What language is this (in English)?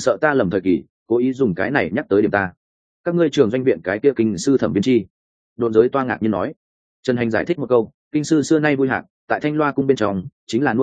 Vietnamese